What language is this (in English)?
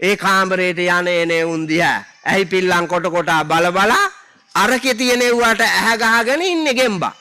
Sinhala